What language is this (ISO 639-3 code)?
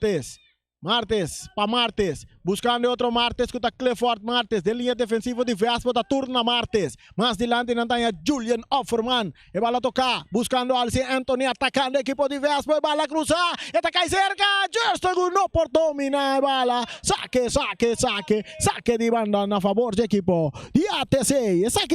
pap